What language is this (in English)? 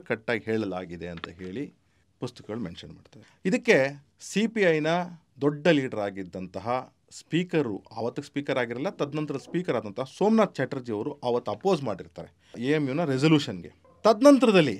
Kannada